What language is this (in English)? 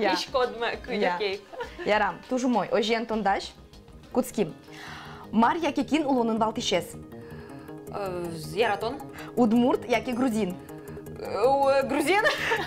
Udmurt